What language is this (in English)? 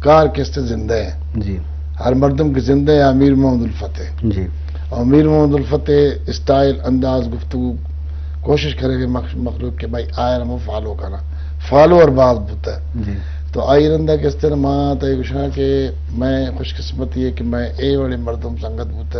Eastern Balochi